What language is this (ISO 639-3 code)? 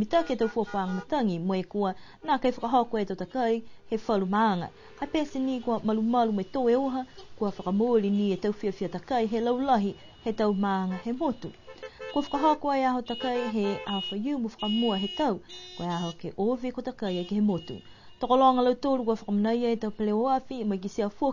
niu